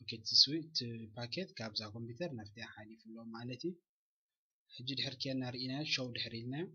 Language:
Tigrinya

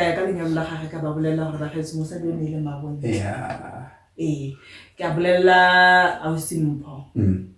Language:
Tswana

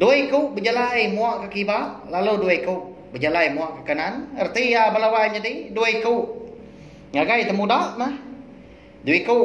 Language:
Iban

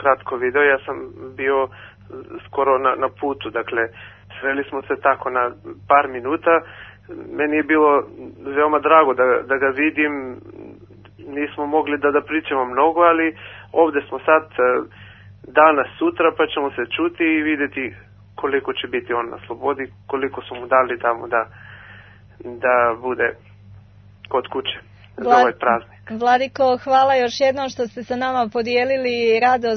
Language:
Serbian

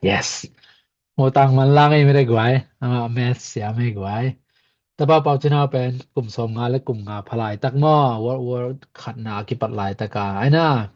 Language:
Tedim Chin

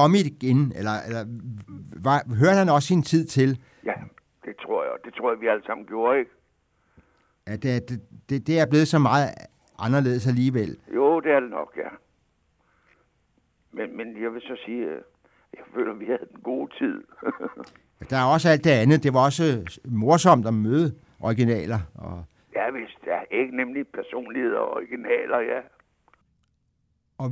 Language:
Danish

